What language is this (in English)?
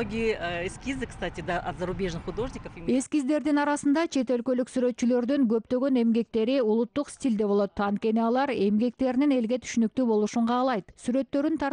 Kyrgyz